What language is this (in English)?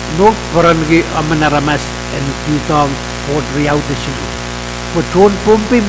Pohnpeian